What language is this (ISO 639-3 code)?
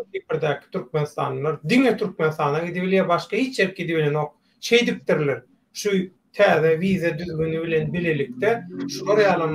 tuk